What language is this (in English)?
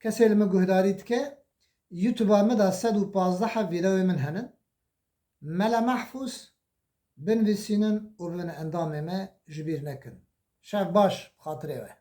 Kurdish